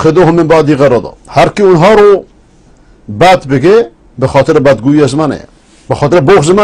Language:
Persian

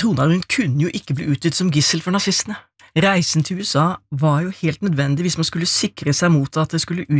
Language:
Norwegian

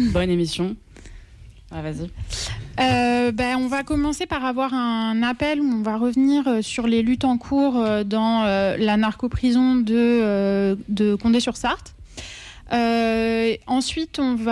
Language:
French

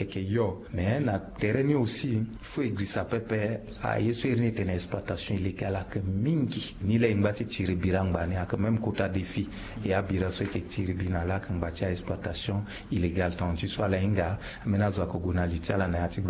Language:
Sango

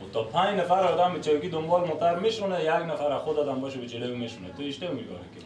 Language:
Persian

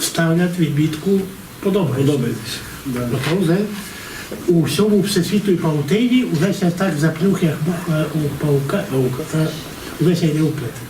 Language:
Rusyn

